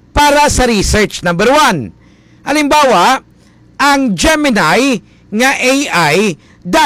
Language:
Hiligaynon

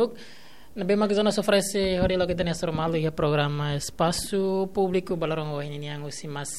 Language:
Tetum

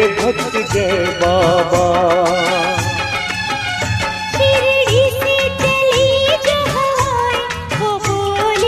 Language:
Hindi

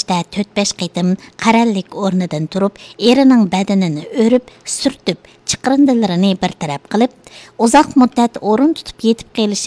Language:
Uyghur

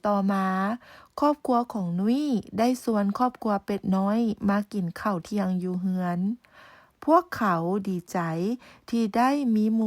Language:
Lao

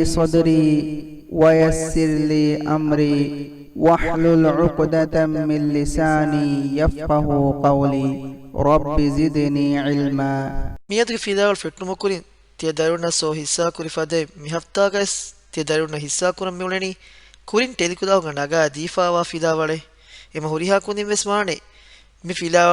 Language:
Divehi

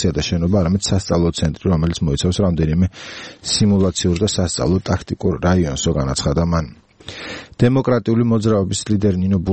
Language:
Georgian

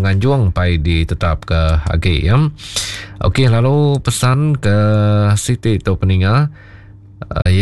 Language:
Iban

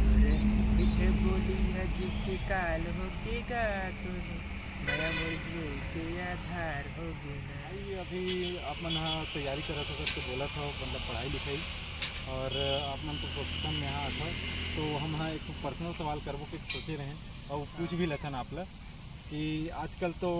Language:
Chhattisgarhi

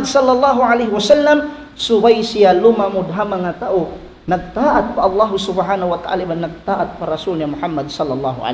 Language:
Tausug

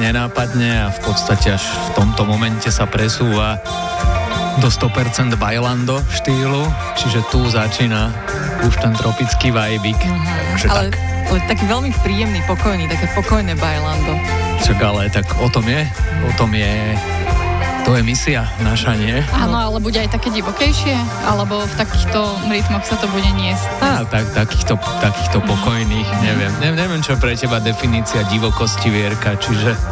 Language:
Slovak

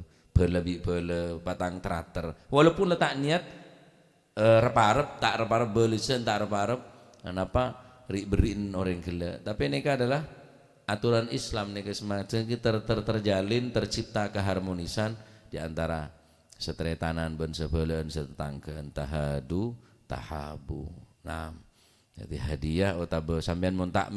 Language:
Madurese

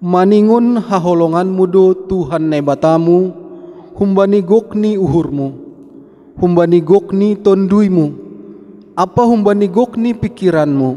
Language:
Batak Simalungun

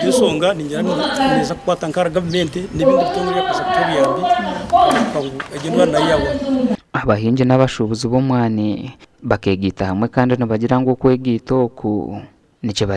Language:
Nyankole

